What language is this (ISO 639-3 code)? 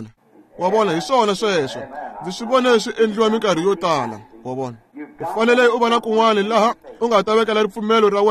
tso